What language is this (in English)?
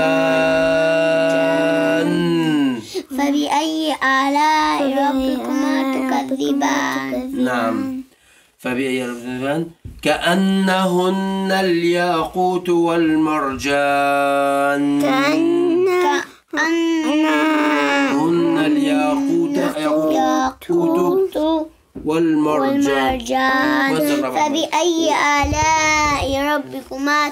Arabic